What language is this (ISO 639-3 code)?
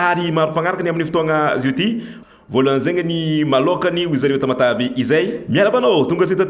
mlg